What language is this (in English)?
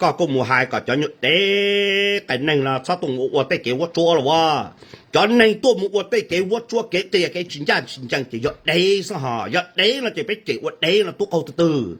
Hmong